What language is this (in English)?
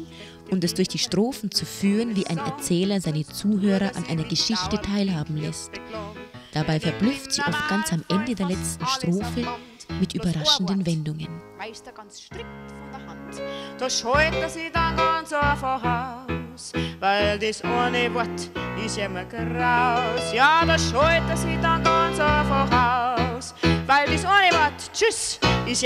Bavarian